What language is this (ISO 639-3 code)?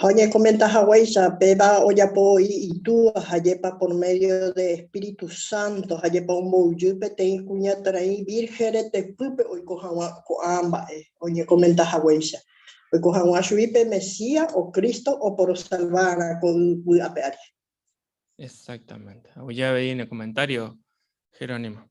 grn